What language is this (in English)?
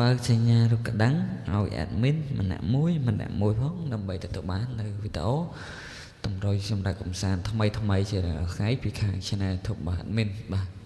Khmer